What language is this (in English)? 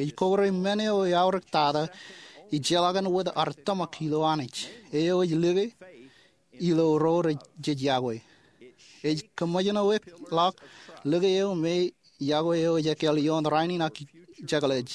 Marshallese